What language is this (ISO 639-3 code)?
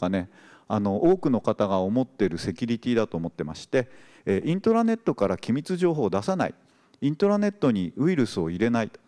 jpn